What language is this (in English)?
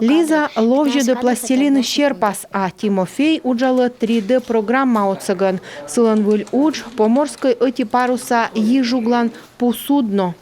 Komi